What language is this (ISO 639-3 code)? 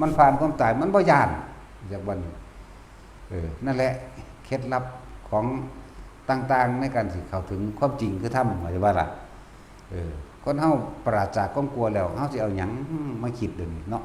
tts